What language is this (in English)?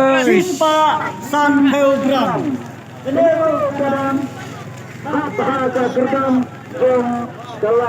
Khasi